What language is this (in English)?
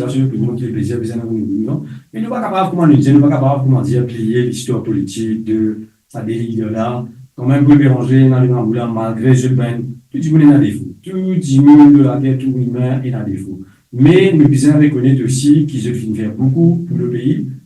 Morisyen